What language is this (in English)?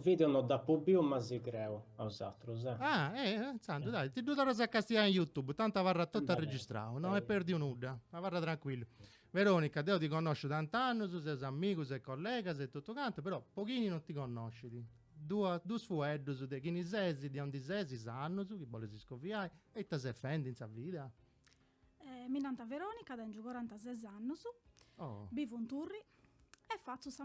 Sardinian